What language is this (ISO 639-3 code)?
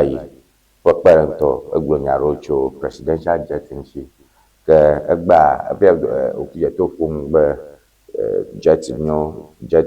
ewe